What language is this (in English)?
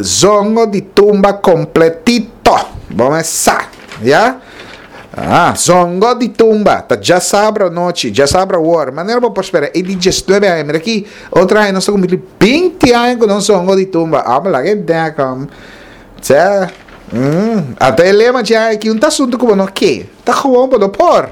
Papiamento